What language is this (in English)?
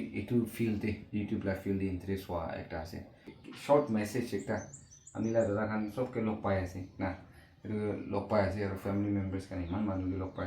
Naga Pidgin